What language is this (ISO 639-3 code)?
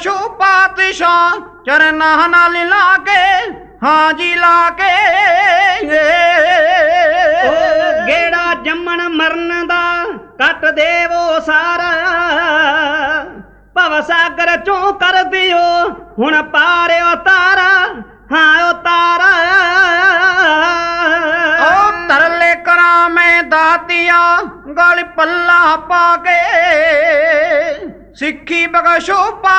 pan